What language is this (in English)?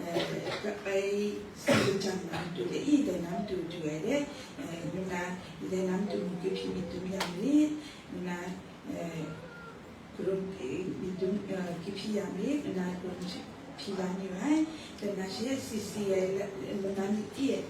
Kachin